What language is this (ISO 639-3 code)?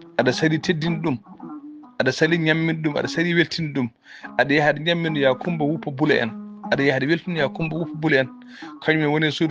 ful